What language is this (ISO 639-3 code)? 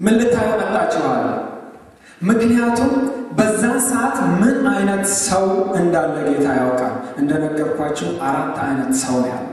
amh